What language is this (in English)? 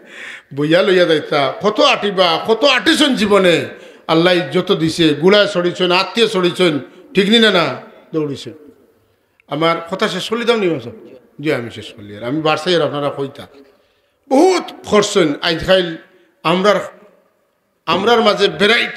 Sylheti